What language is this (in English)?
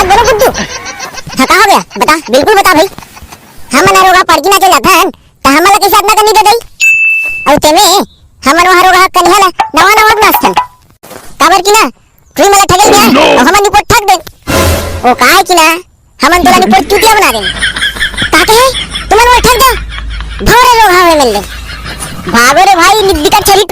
Chhattisgarhi